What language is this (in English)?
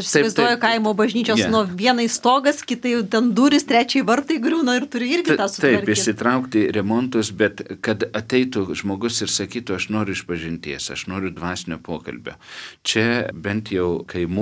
Lithuanian